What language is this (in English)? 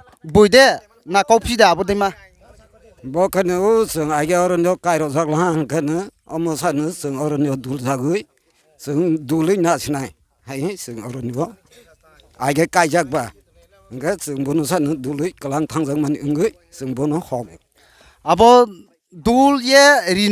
Riang (India)